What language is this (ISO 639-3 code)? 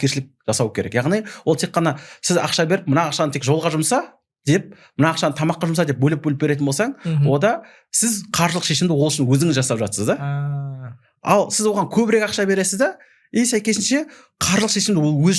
kaz